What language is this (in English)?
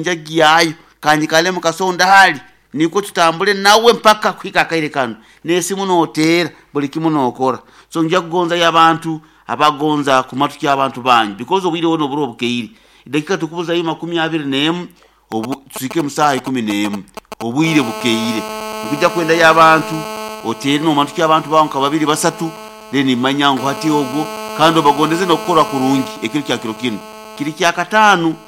Nyoro